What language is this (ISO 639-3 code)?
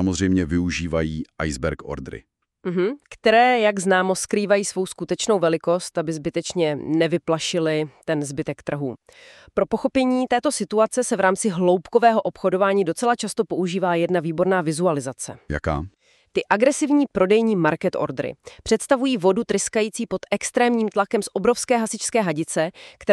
ces